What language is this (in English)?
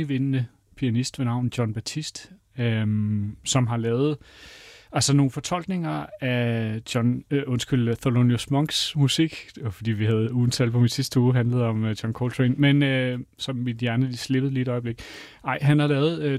Danish